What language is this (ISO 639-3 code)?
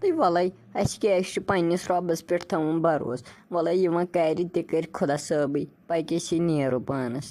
kas